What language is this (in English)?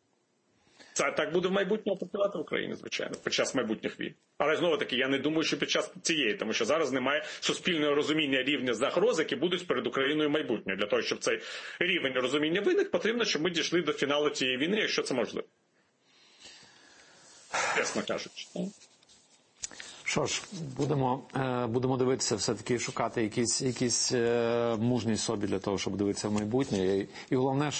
Ukrainian